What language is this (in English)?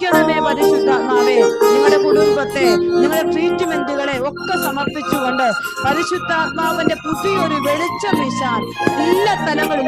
Malayalam